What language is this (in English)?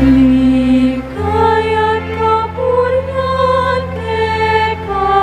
Pampanga